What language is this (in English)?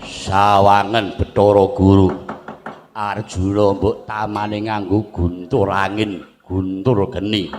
Javanese